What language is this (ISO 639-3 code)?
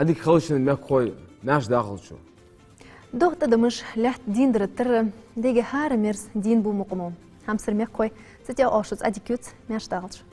inh